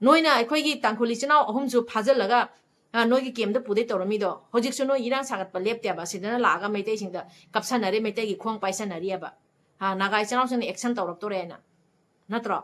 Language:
Manipuri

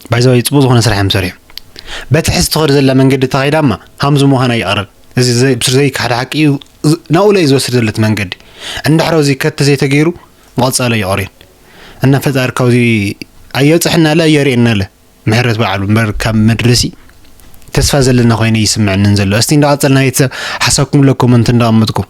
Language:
Tigrinya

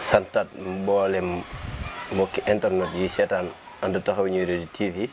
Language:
Wolof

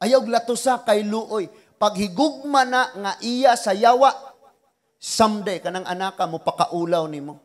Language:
Cebuano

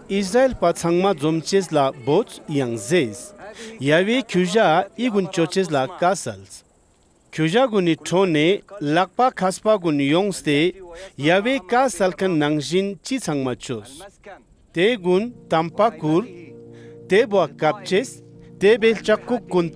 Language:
Ladakhi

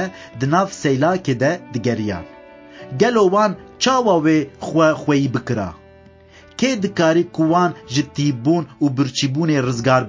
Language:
Kurdish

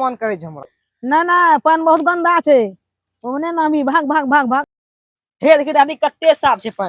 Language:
Maithili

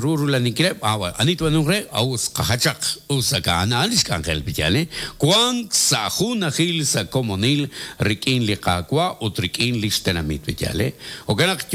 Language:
Kekchí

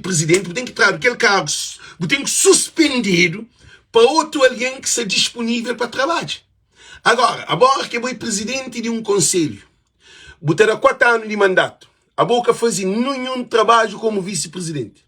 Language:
Kabuverdianu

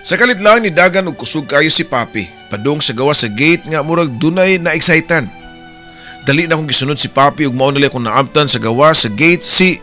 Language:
Cebuano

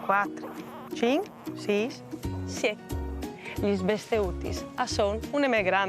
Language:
Friulian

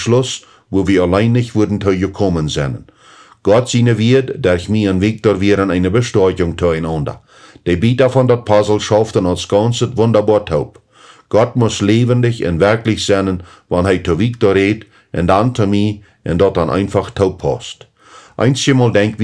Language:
Plautdietsch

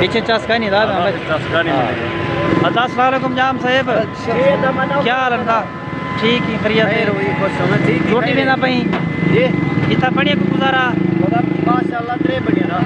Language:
Saraiki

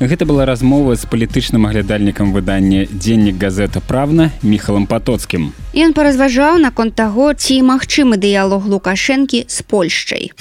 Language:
Belarusian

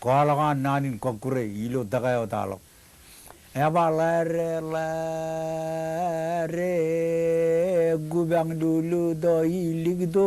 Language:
Marshallese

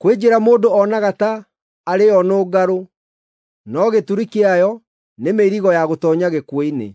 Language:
Kikuyu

